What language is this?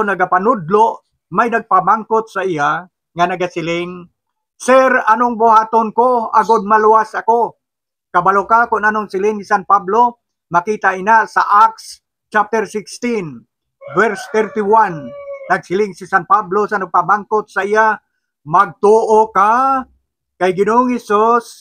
Hiligaynon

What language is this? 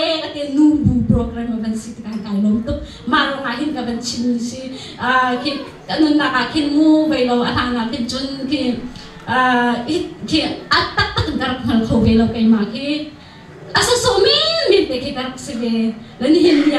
Hakha Chin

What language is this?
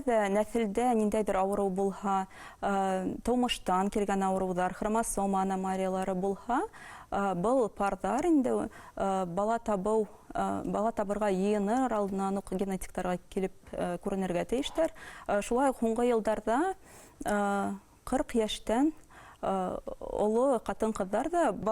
Bashkir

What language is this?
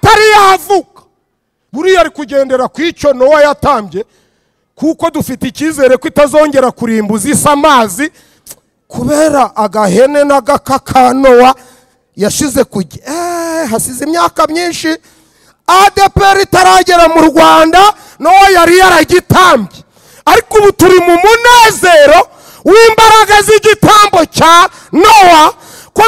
Kinyarwanda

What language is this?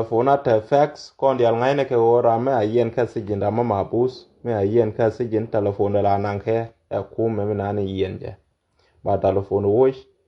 Nuer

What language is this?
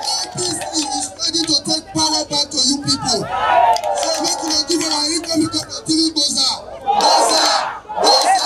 Nigerian Pidgin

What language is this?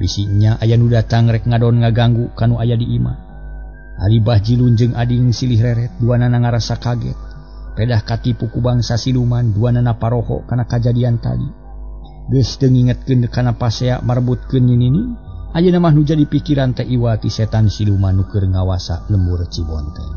Sundanese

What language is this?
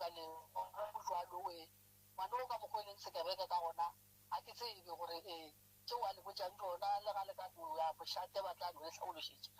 Northern Sotho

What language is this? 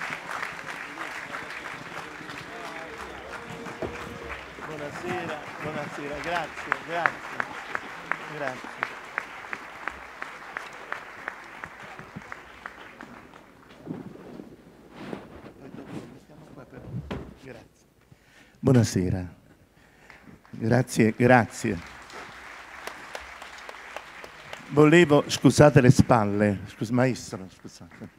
Italian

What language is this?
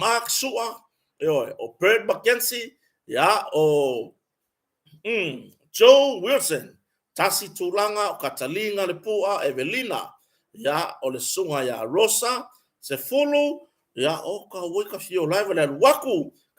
Samoan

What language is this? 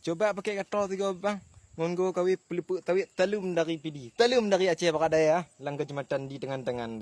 Achinese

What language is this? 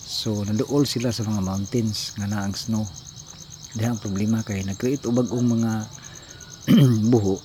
Cebuano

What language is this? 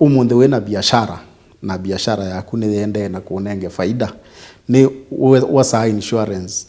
Kamba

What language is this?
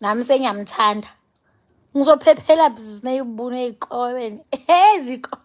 Zulu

